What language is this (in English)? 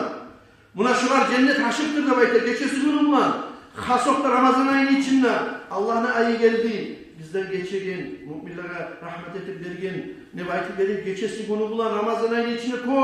Kumyk